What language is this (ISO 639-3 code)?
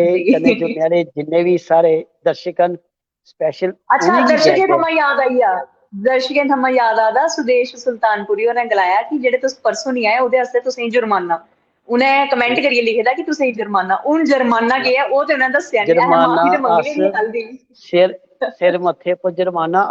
doi